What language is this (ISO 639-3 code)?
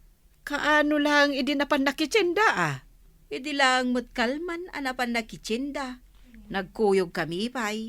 ilo